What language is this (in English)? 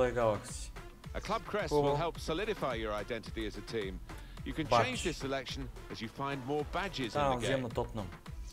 Bulgarian